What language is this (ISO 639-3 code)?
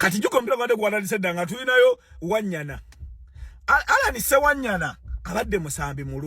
lug